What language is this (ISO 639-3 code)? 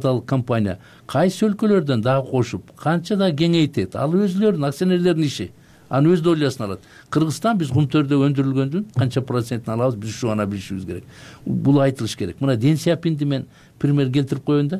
kir